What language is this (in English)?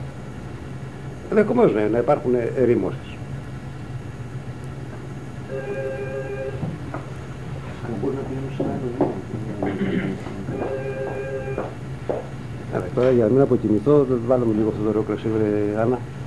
Greek